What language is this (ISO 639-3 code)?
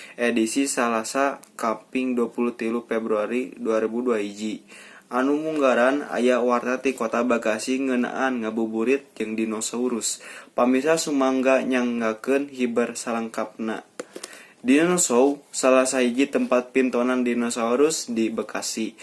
sun